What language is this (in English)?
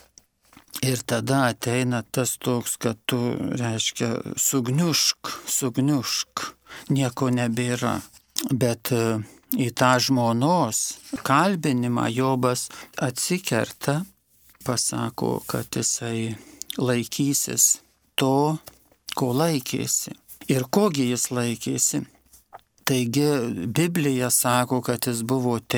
Lithuanian